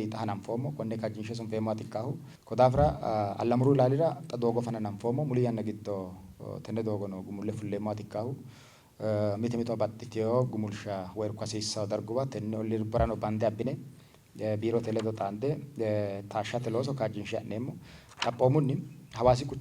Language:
Sidamo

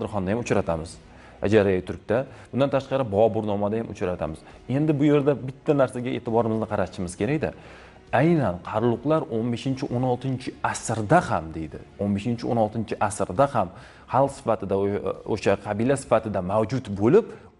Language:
Uzbek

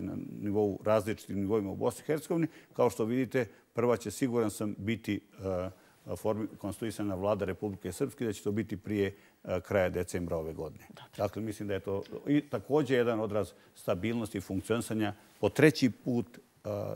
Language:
Bosnian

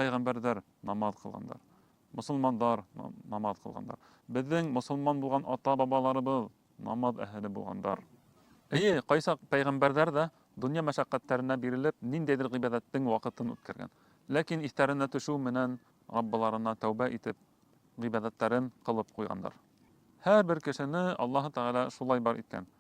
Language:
Bashkir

